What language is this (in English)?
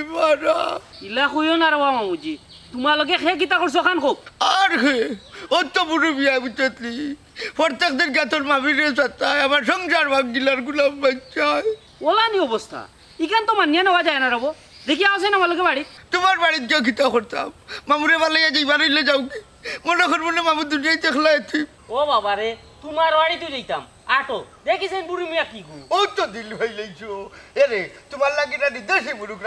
Sylheti